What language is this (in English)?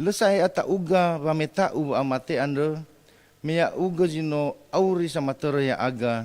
Nias